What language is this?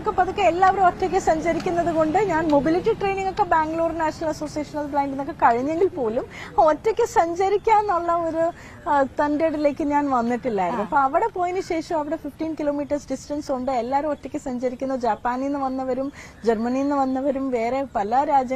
Malayalam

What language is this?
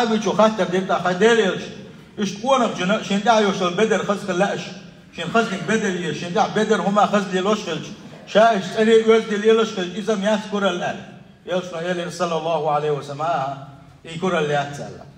Chechen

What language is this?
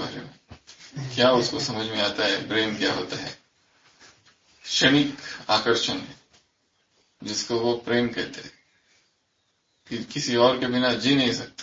Hindi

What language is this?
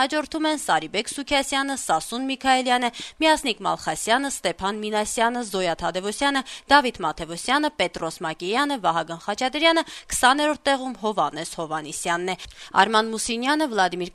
Armenian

